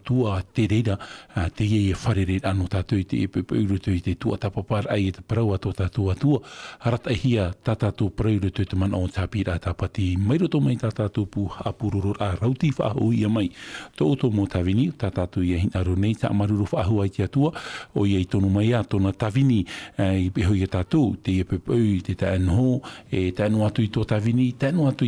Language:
Tahitian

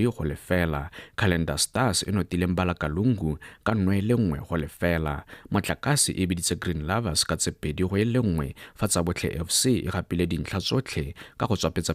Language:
Tswana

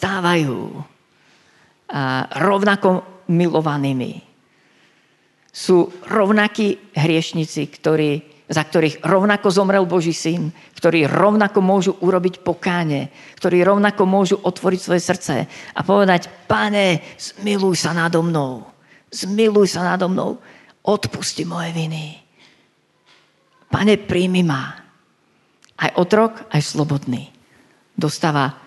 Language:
Slovak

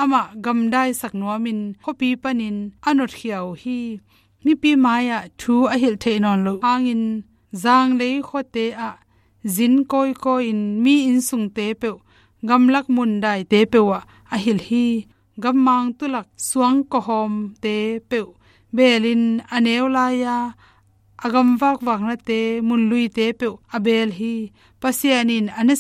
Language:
Tedim Chin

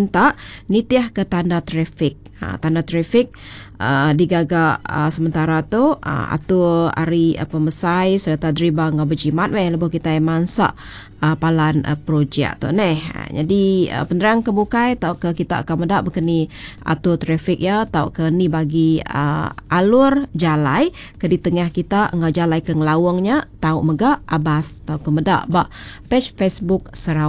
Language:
Iban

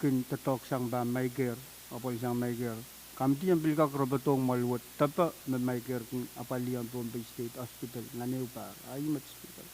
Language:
Pohnpeian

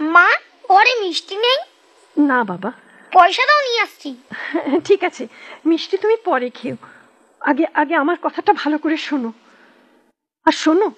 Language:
Bangla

